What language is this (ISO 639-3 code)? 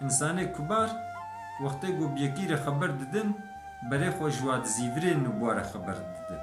kur